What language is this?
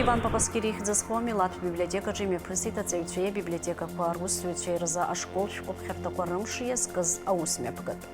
Abkhazian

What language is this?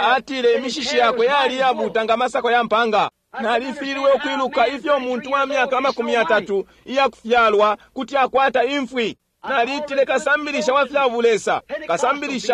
Bemba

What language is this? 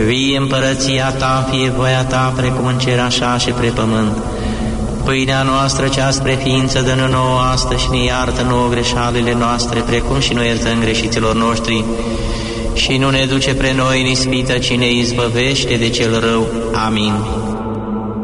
Romanian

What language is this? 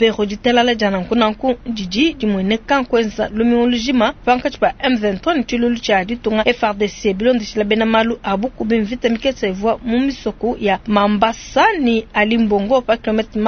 Luba-Lulua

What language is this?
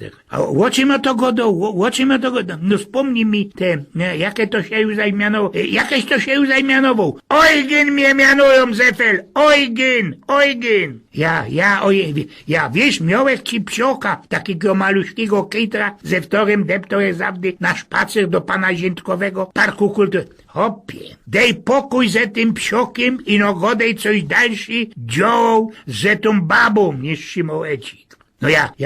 Silesian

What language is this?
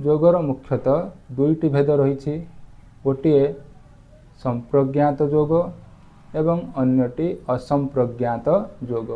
Odia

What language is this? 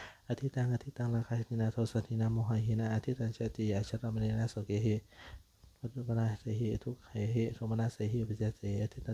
Pali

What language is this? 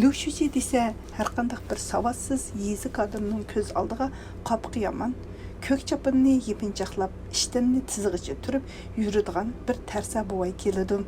Uyghur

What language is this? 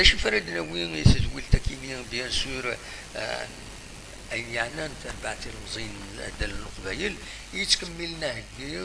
Kabyle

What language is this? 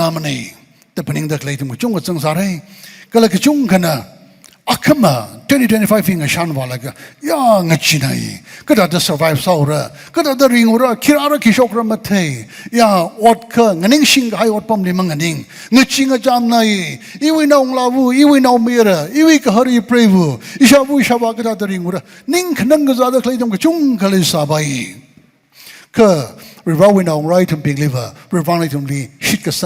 Tangkhul Naga (India)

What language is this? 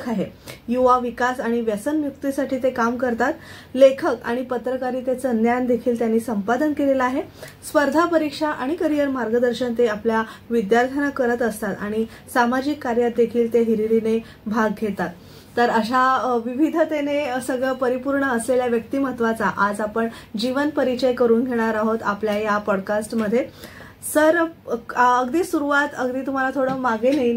Marathi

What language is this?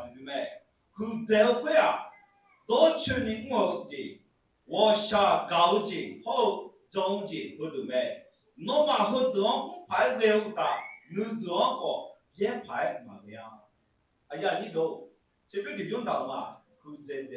Akha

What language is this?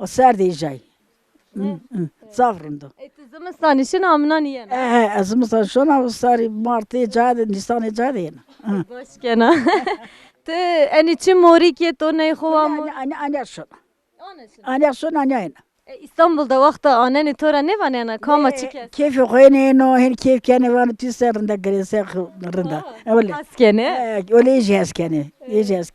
Zaza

